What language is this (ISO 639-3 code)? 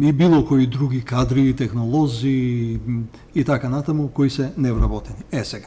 mkd